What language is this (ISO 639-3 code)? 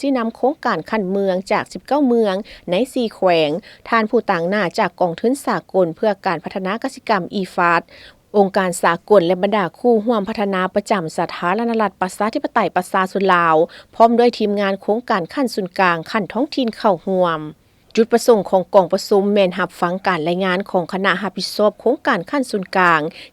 lao